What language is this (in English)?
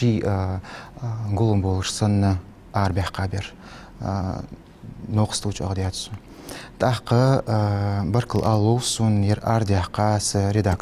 Ingush